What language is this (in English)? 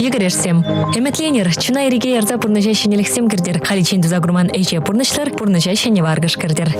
Chuvash